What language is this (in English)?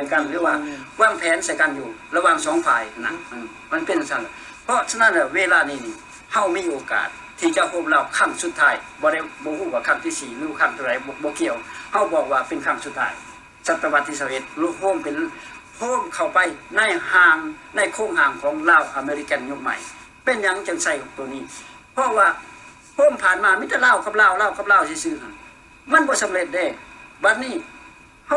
Lao